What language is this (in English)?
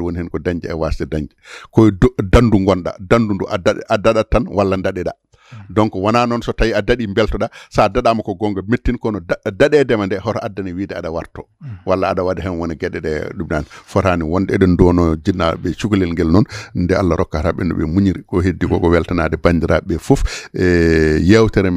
Fula